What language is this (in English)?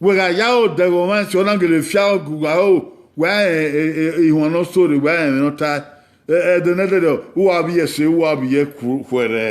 Bini